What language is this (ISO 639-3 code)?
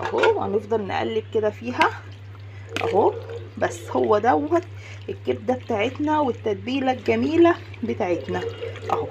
arz